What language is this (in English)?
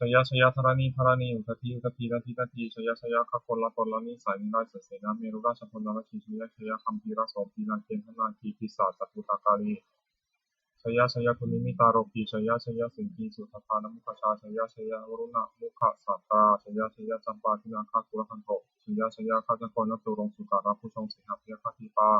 Pali